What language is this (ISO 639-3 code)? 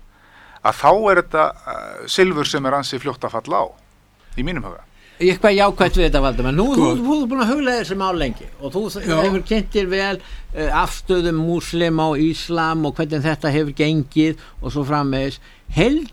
isl